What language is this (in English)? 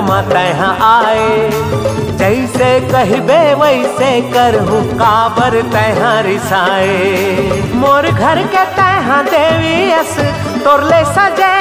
Chhattisgarhi